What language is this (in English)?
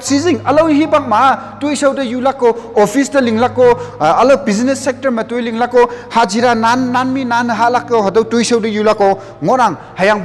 Konyak Naga